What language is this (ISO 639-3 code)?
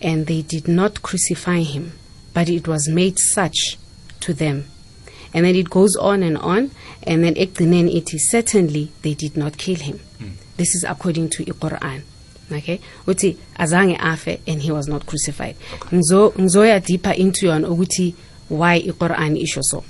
nbl